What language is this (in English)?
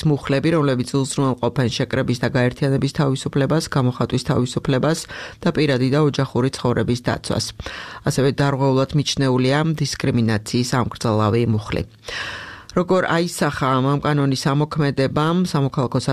Georgian